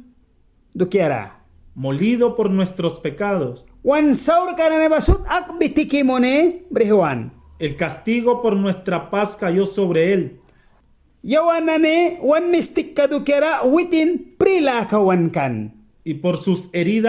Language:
Mískito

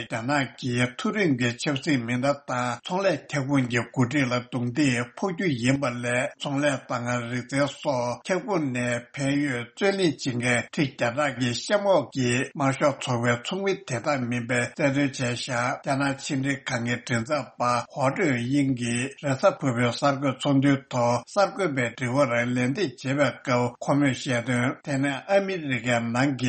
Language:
Tibetan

